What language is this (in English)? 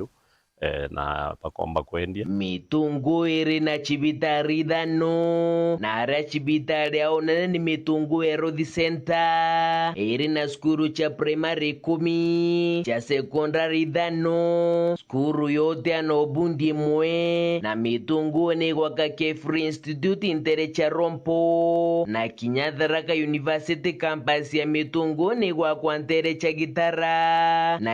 Meru